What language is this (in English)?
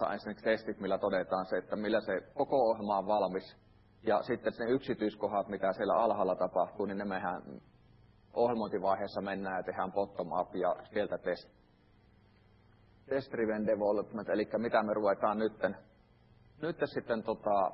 Finnish